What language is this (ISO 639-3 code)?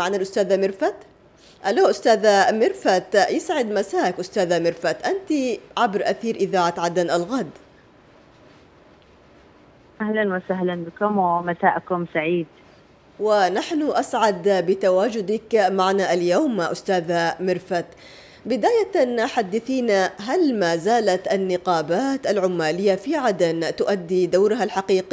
ara